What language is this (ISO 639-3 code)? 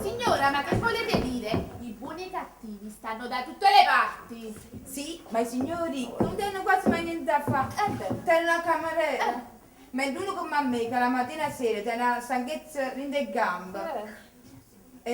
nap